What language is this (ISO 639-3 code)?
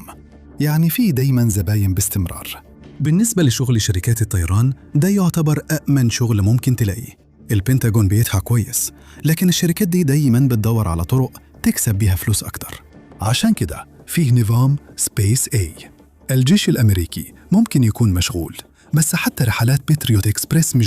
arz